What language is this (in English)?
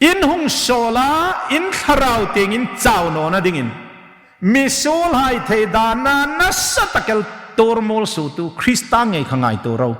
Hmar